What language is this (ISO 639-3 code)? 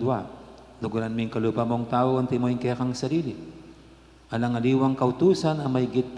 pam